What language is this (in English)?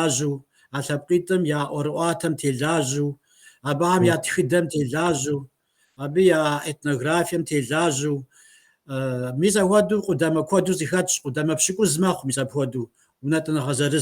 Kabardian